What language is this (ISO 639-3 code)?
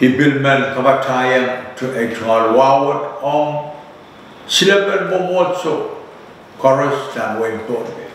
pon